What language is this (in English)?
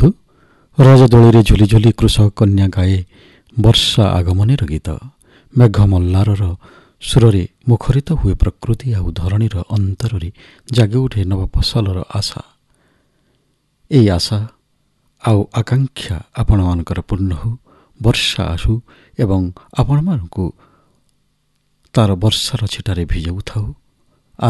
Odia